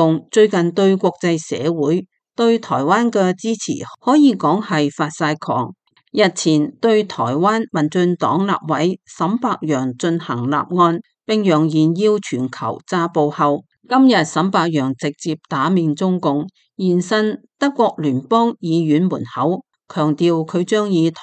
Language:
Cantonese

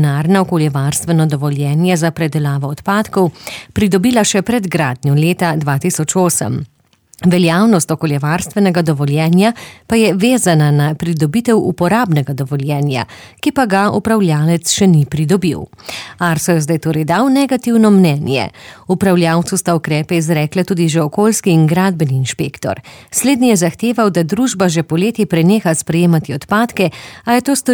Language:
Slovenian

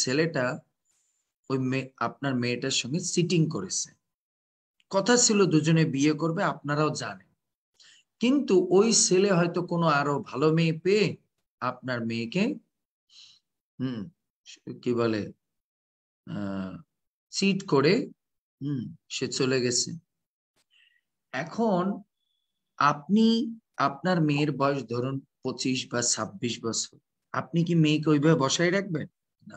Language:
Bangla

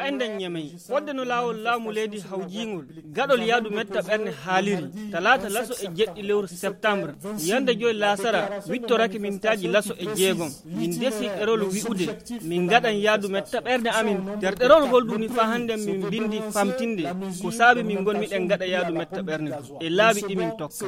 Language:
Fula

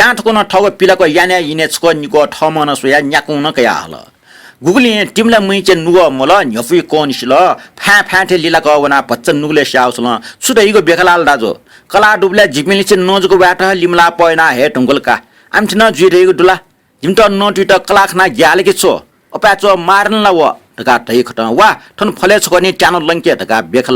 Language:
Newari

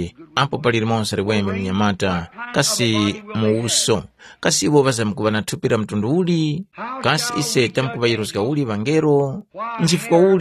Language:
Tumbuka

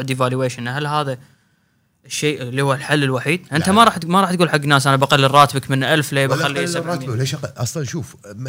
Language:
Gulf Arabic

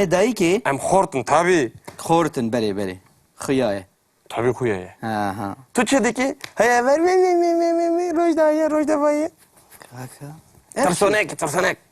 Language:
Kurdish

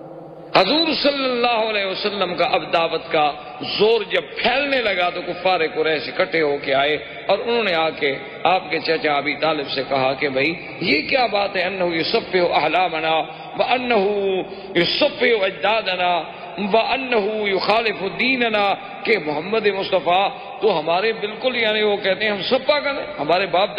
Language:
Urdu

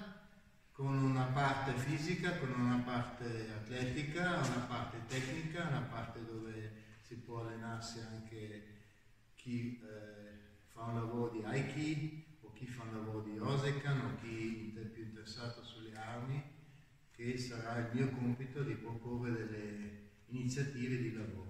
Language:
Italian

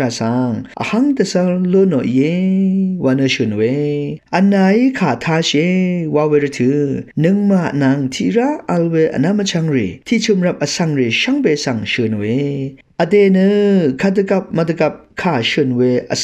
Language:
Rawang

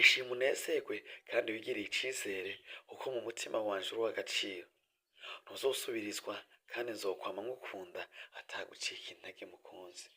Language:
Rundi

